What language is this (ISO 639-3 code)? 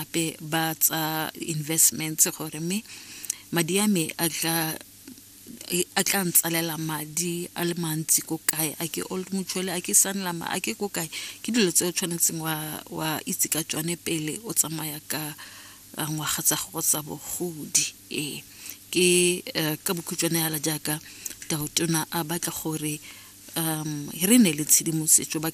tsn